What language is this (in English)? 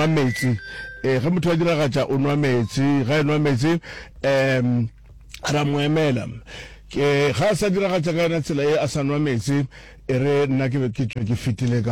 Northern Sotho